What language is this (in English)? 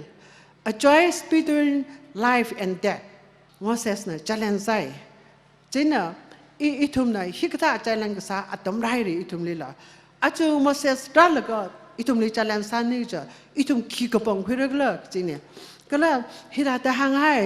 Tangkhul Naga (India)